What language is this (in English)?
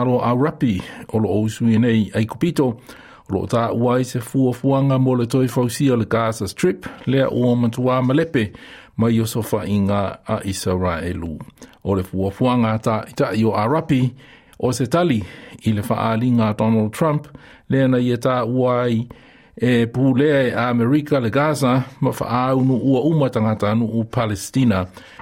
Samoan